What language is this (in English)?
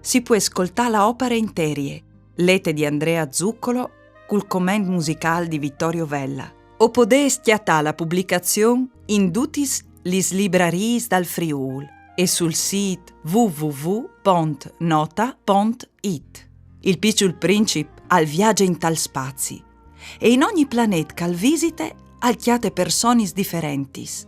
Friulian